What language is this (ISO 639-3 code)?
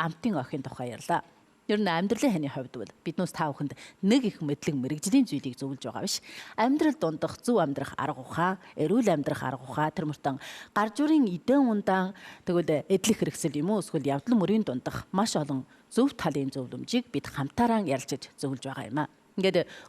mon